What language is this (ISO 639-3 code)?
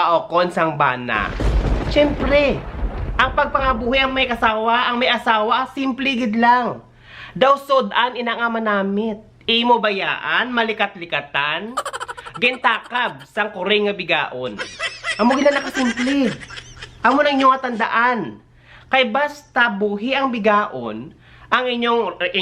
hil